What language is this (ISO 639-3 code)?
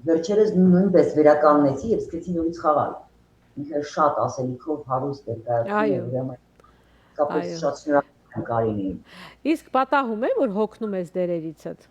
hyw